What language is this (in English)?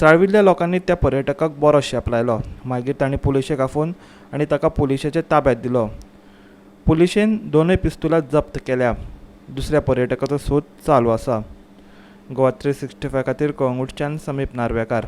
Konkani